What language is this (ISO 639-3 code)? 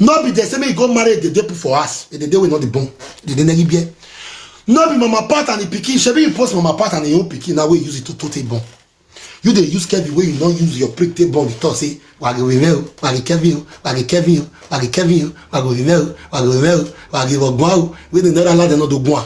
pcm